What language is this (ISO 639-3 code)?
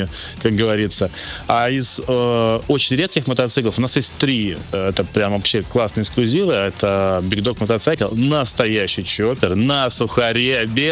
rus